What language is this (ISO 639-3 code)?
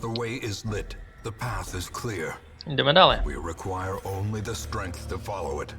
rue